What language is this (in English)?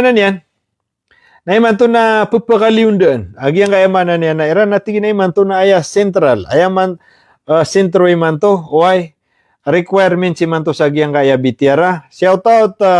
Maranao